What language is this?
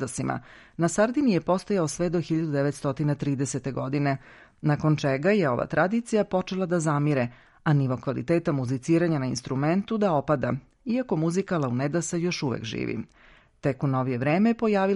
Serbian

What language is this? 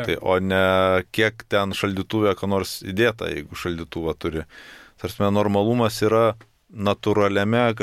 Lithuanian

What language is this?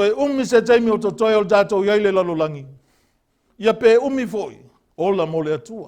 Samoan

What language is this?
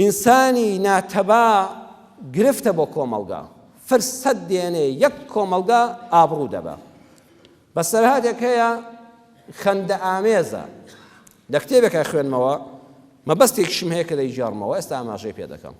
Central Kurdish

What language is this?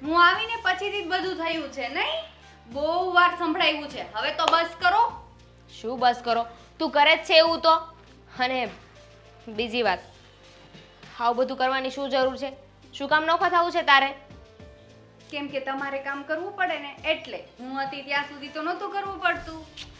Gujarati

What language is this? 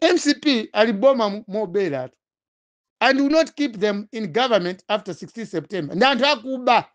Nyanja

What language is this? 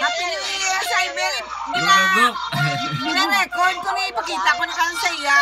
Hiligaynon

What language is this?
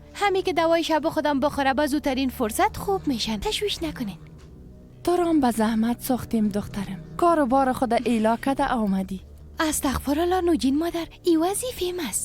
Persian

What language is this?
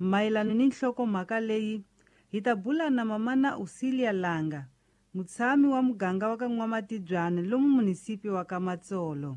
Tsonga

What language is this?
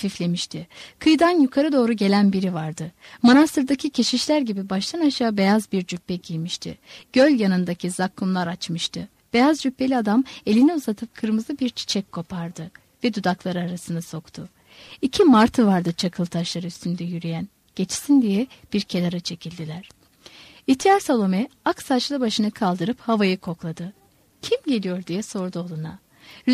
Turkish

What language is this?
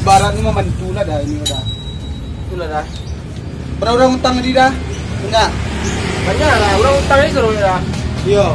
Minangkabau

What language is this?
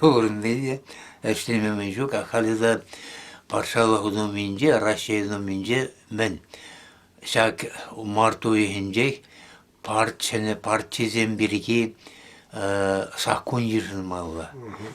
Chuvash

